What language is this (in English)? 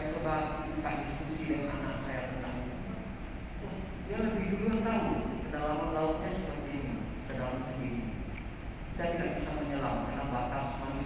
Indonesian